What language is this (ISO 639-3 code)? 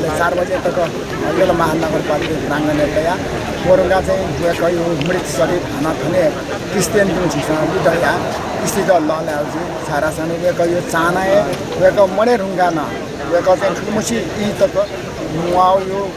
new